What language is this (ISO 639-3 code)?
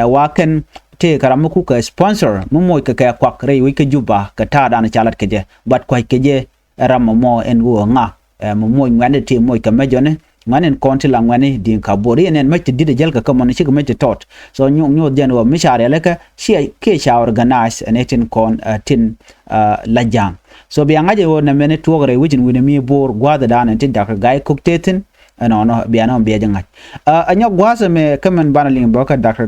nus